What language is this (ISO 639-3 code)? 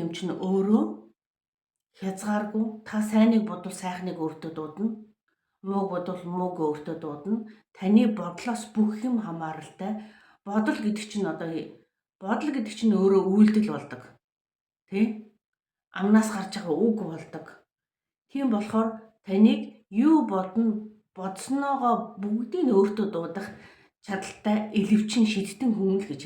mon